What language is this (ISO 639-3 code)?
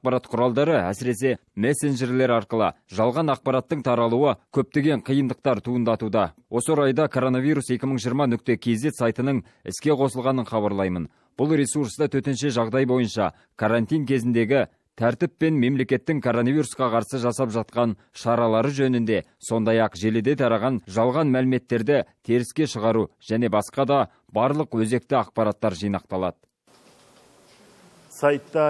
kaz